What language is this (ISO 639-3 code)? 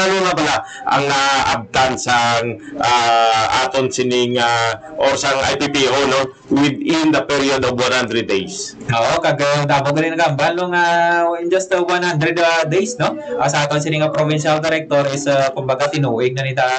hil